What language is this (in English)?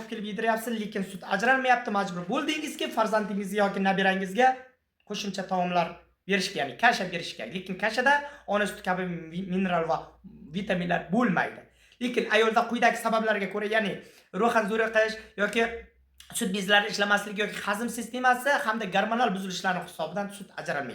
Uzbek